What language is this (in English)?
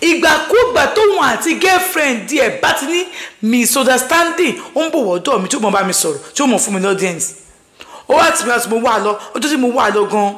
Yoruba